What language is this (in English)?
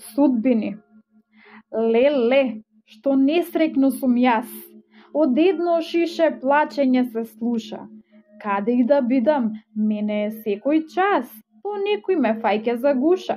Macedonian